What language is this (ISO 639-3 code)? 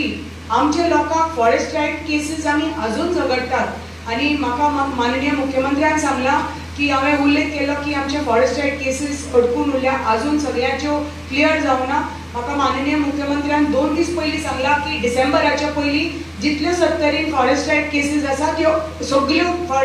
kok